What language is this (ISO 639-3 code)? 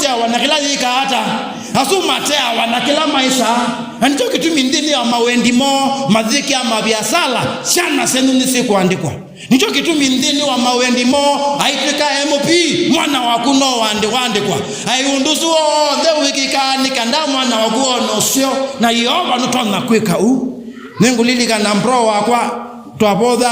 kam